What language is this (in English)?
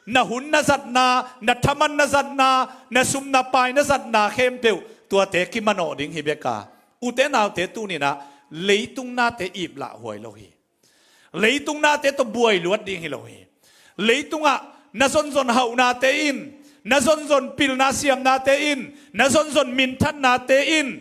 Tedim Chin